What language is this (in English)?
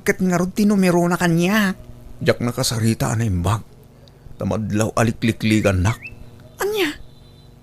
Iloko